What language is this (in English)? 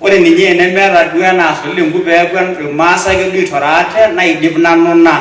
Masai